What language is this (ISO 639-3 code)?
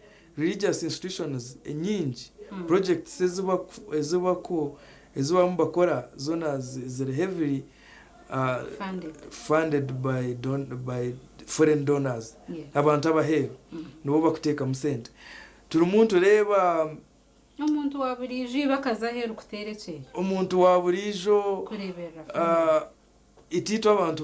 nyn